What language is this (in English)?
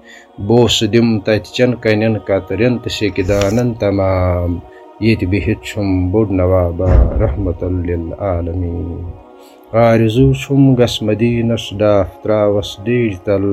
Kashmiri